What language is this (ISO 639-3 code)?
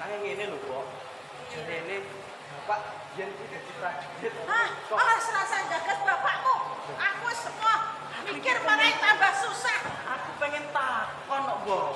jav